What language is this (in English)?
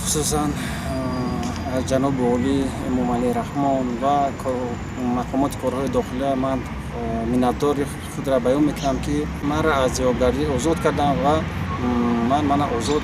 Tajik